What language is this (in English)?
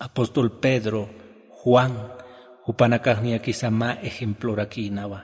Aymara